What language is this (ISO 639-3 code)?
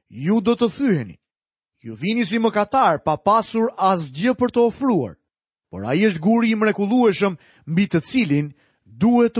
sqi